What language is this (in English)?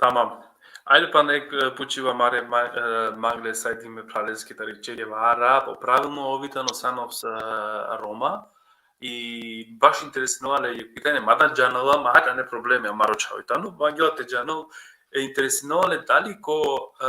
Balkan Romani